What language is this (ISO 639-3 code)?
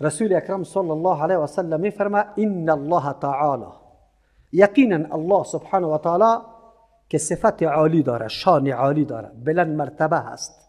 fas